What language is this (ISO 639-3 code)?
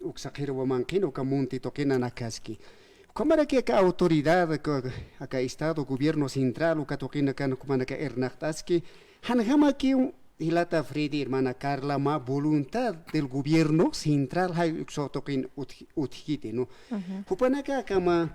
aym